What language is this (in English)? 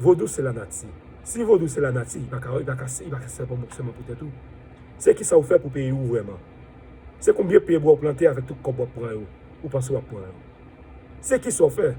Haitian Creole